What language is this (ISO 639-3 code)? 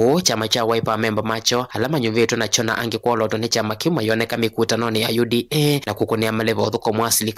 kam